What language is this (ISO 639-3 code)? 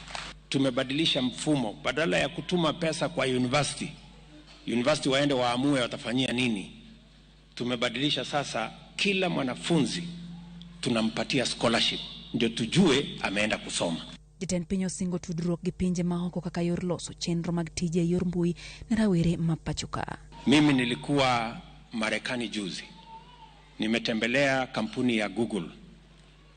luo